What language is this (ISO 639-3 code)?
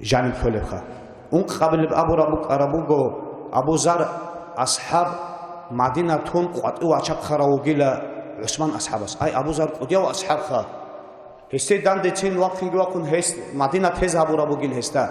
ava